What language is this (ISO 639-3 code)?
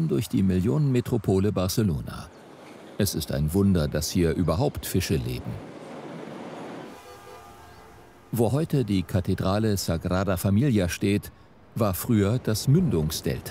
deu